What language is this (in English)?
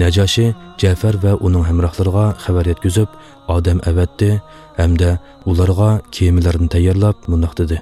Uyghur